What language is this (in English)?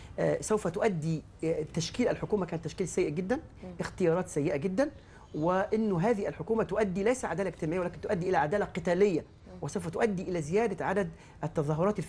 Egyptian Arabic